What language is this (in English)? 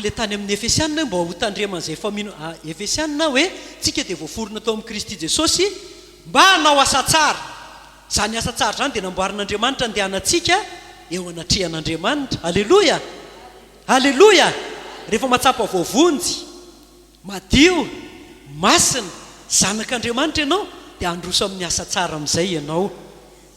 Malagasy